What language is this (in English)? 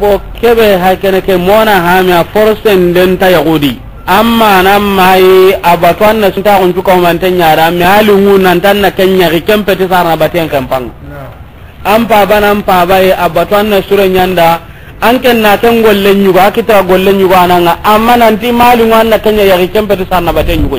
Soninke